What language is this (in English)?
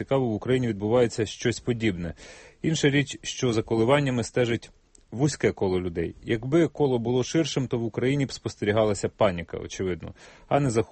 Ukrainian